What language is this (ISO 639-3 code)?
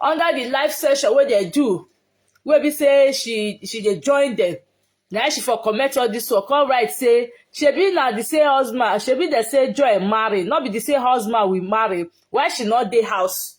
pcm